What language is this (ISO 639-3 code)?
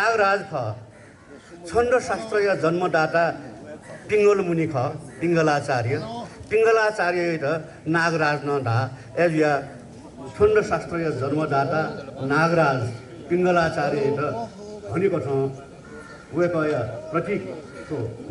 new